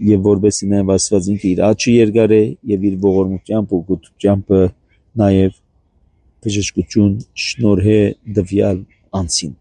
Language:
Armenian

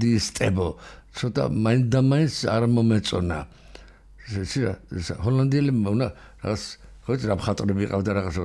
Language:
Georgian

